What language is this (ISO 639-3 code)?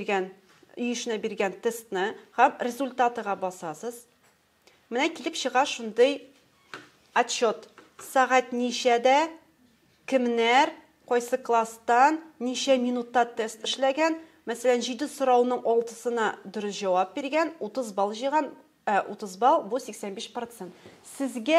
tat